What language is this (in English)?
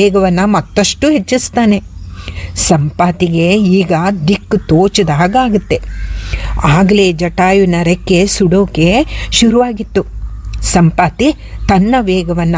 Kannada